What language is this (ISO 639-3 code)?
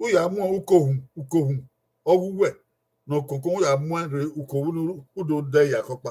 bin